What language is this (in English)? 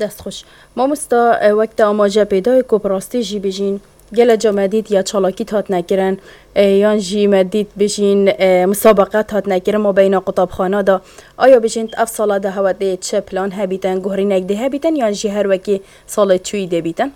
Kurdish